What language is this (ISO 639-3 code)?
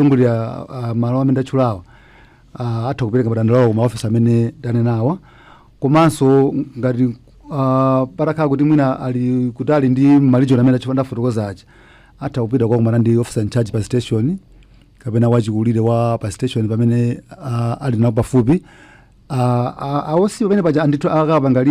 nya